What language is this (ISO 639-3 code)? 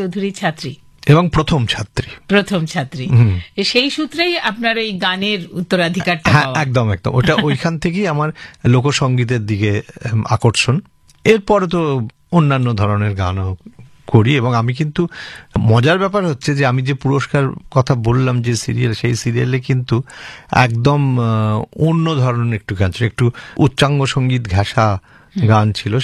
ben